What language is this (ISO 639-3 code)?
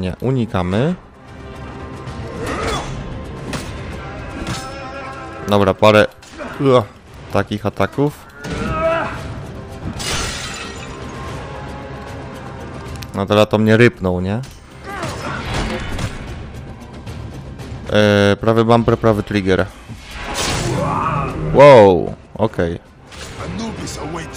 pol